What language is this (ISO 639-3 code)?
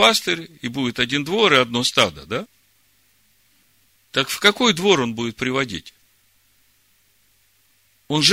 rus